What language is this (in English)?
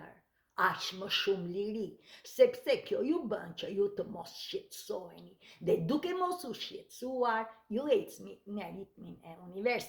Albanian